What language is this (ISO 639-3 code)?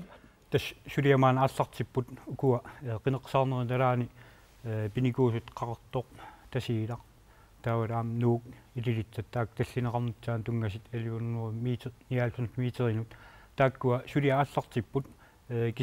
kal